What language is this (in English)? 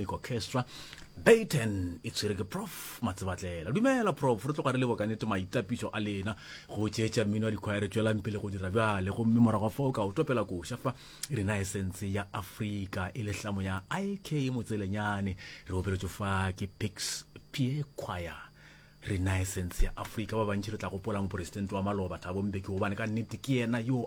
Northern Sotho